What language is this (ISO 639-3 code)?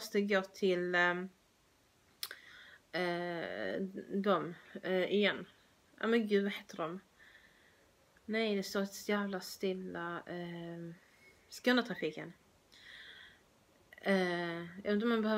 swe